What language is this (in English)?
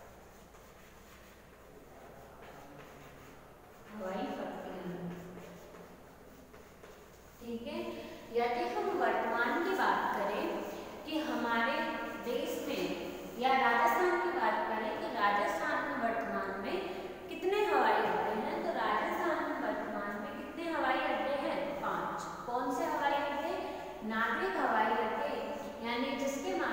Hindi